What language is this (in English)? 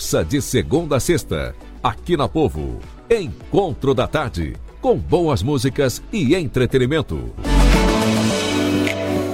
Portuguese